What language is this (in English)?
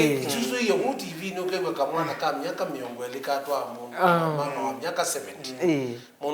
Kamba